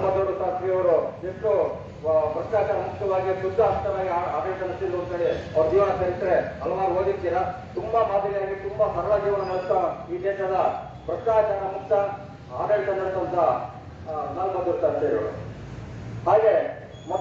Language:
Kannada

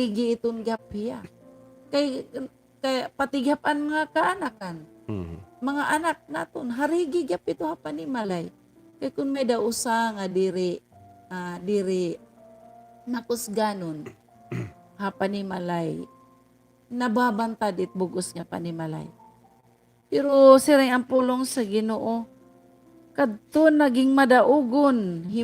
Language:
Waray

